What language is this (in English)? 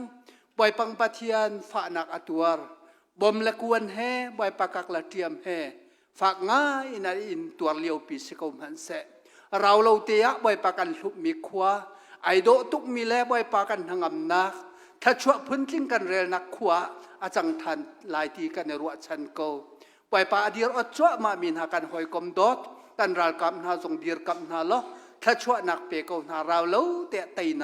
Hakha Chin